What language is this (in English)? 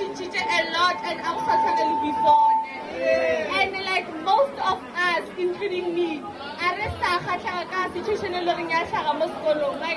Northern Sotho